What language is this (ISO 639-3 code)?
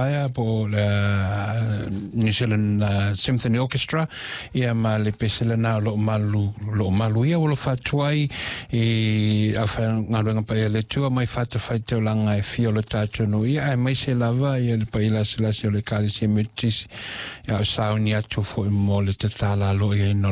smo